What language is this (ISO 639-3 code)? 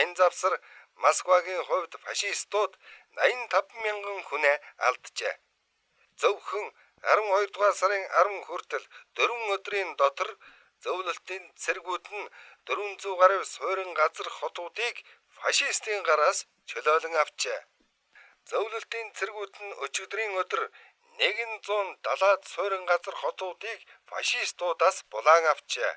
mon